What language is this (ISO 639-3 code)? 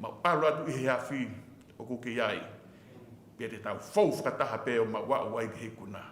ton